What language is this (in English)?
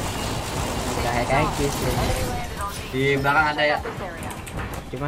Indonesian